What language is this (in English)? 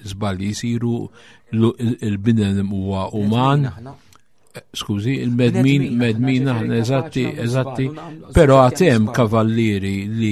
Maltese